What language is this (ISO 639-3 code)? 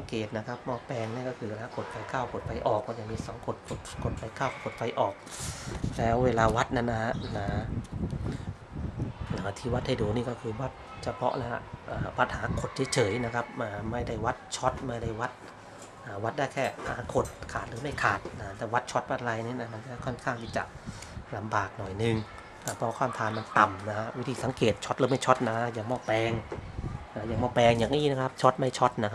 tha